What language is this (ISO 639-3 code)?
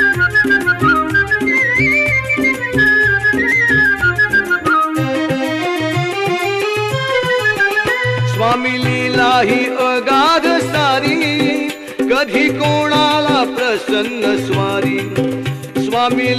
mar